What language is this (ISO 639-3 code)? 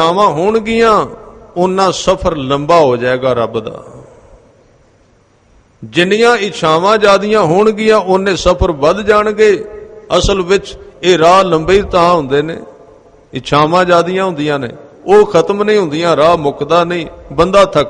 pan